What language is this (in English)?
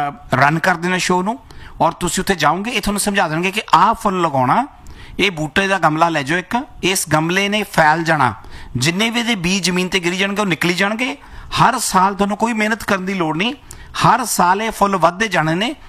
Punjabi